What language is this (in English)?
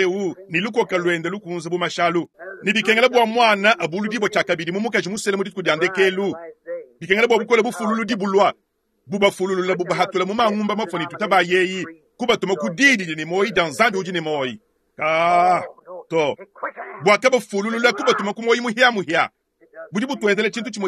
Luba-Lulua